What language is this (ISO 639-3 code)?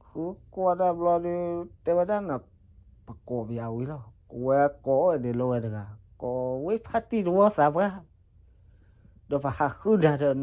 ksw